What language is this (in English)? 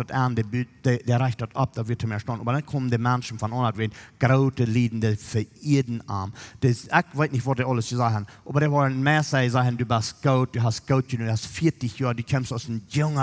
Plautdietsch